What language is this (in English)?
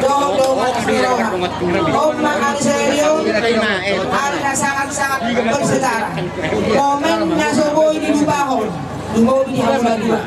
Batak Toba